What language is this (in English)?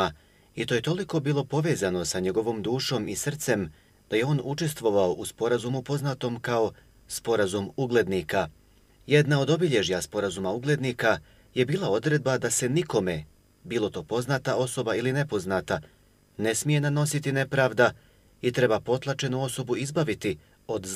Bosnian